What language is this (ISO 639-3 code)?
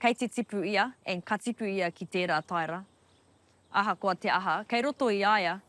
mri